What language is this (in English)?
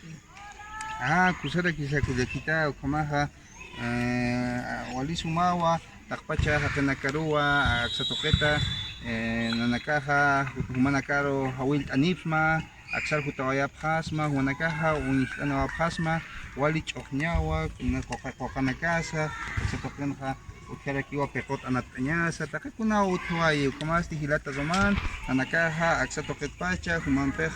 Aymara